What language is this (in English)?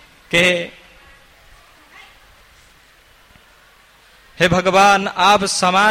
Hindi